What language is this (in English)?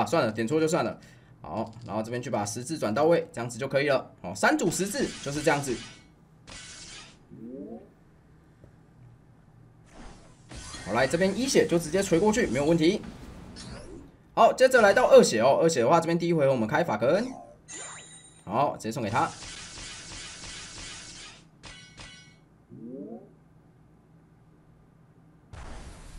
Chinese